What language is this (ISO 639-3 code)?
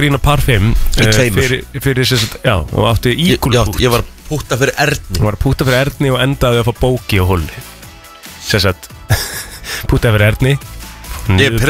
isl